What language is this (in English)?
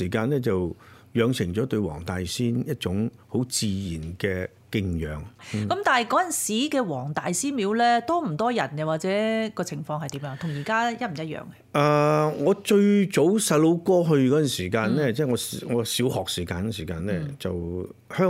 Cantonese